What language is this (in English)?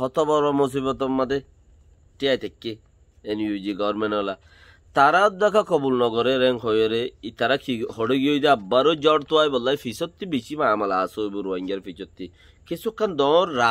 Rohingya